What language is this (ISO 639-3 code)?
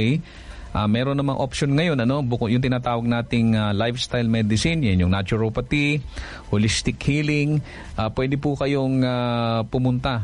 fil